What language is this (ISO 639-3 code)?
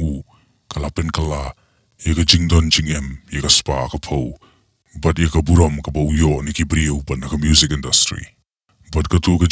kha